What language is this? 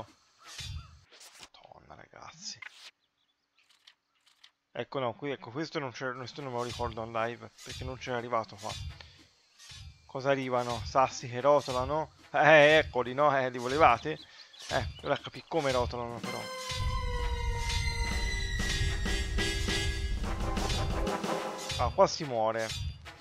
Italian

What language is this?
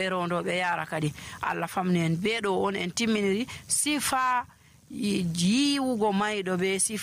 Nigerian Fulfulde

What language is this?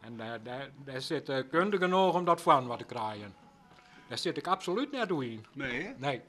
Western Frisian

